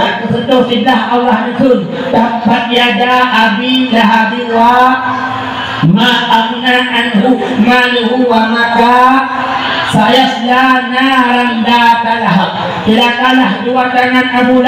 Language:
Achinese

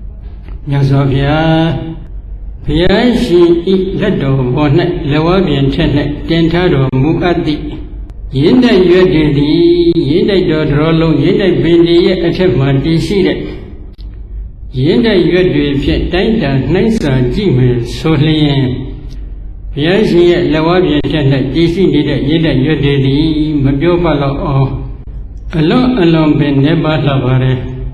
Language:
Burmese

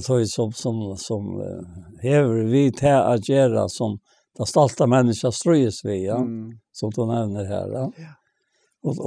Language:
Faroese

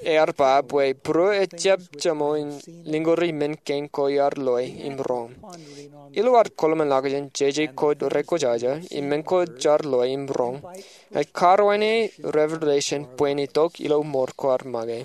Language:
Marshallese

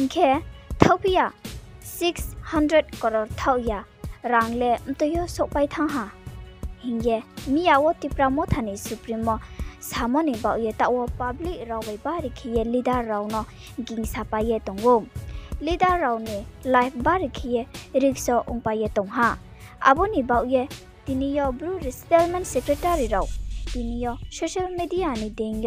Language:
Riang (India)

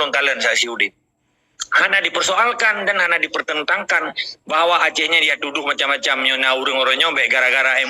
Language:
Achinese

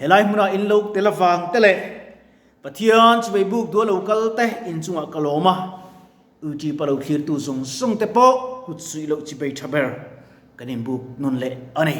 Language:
Mizo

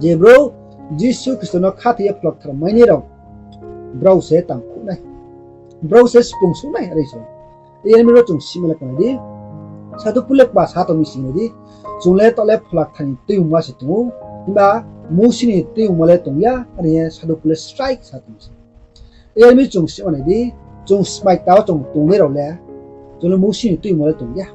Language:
Riang (India)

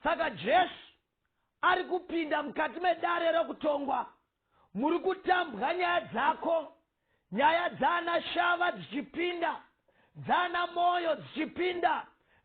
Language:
Shona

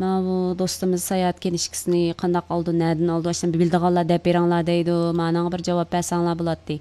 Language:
Uyghur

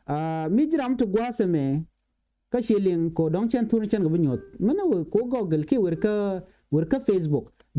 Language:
Nuer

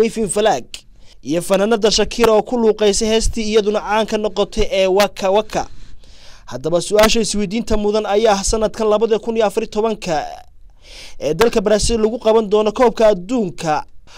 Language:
Somali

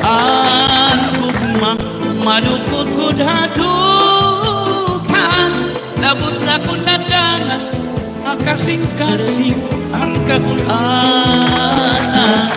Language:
Waray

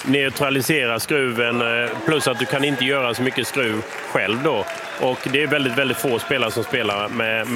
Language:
Swedish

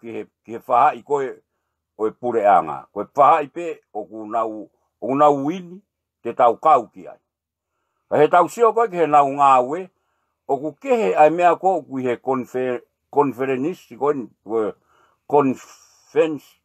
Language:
Tongan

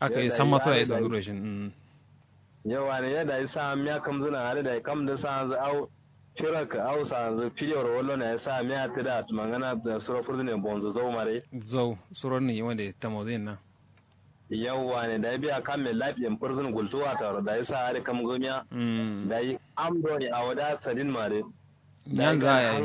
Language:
Kanuri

